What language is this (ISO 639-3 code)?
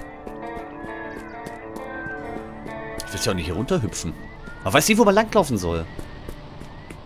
deu